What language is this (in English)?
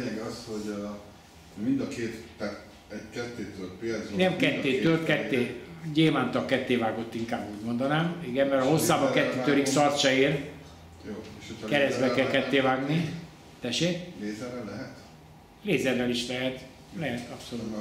Hungarian